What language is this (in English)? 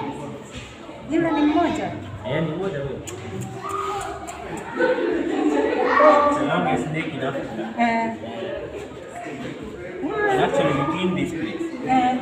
Swahili